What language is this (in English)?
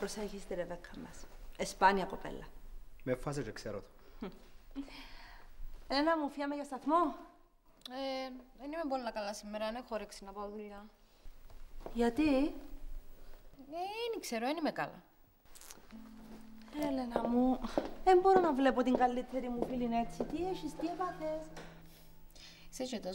Greek